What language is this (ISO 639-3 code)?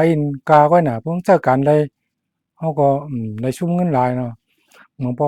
shn